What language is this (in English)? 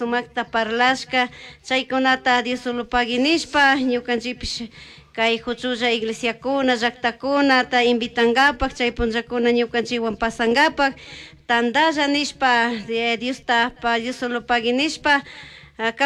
Chimborazo Highland Quichua